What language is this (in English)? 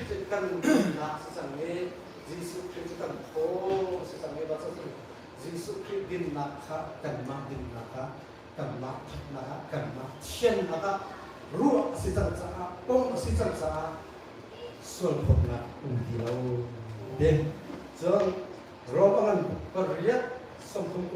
Hakha Chin